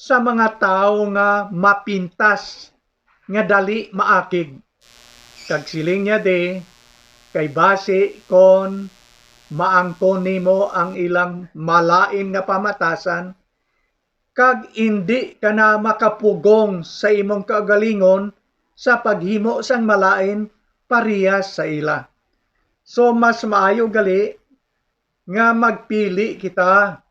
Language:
Hiligaynon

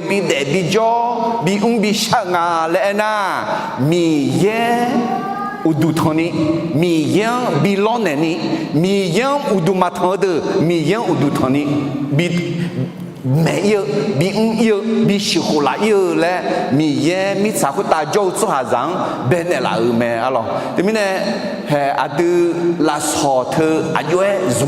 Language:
Akha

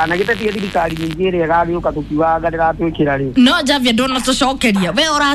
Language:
Kikuyu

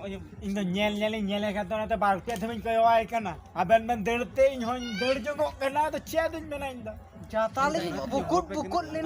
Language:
Santali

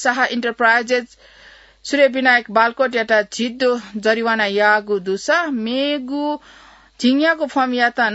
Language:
Newari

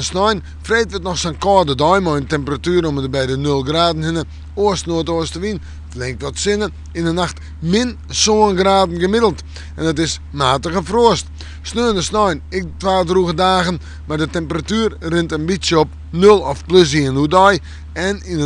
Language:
Western Frisian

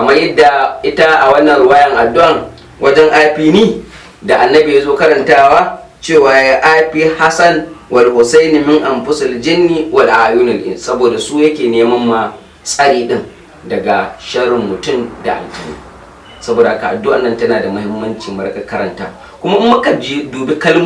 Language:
Hausa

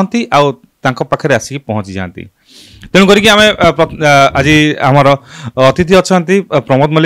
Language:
Odia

